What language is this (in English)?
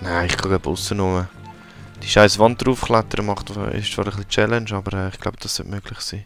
Swiss German